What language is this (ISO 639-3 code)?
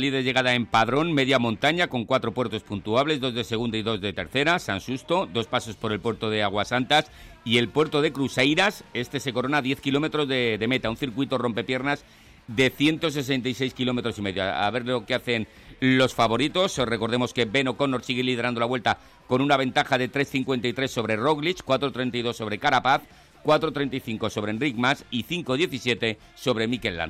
spa